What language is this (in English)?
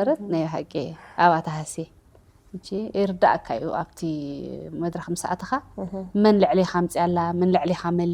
Tigrinya